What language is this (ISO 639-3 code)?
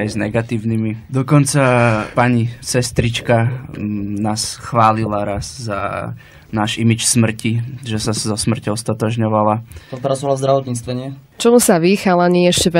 slk